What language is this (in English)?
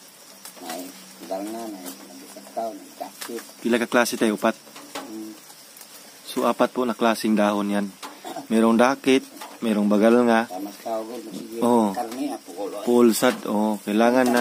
Cebuano